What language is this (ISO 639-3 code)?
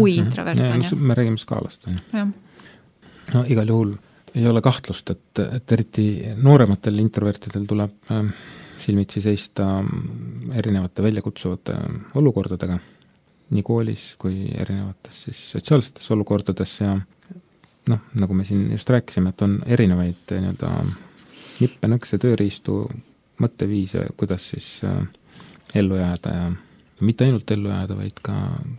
est